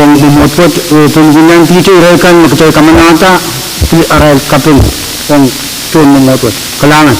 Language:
Pohnpeian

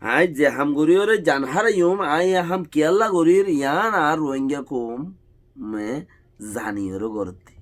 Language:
Rohingya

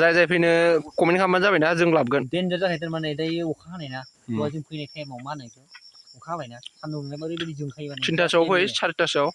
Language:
Bodo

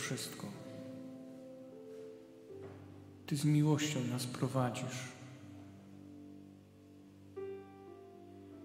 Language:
Polish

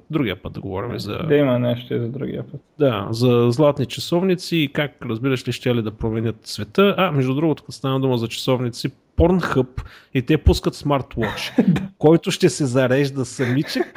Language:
Bulgarian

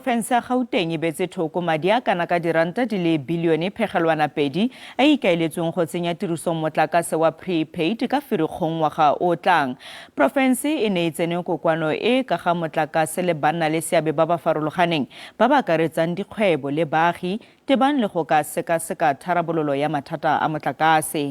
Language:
Tswana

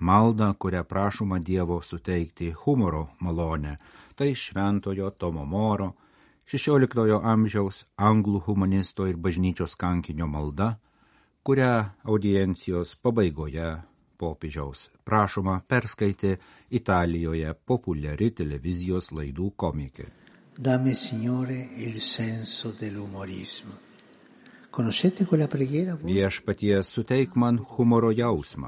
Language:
Lithuanian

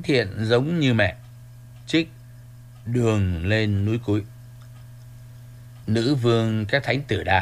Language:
Vietnamese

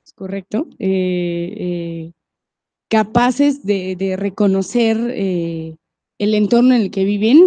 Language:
Spanish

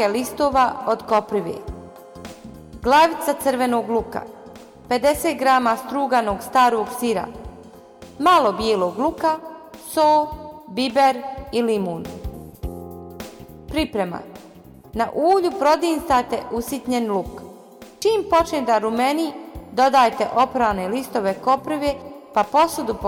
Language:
Bosnian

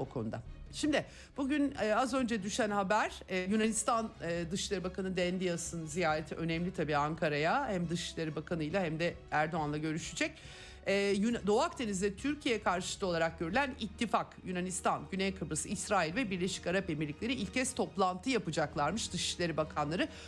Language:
Turkish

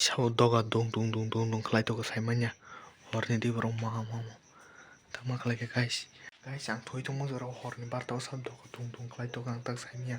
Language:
Kok Borok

